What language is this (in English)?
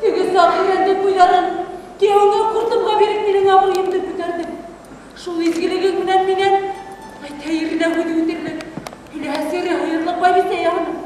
Bashkir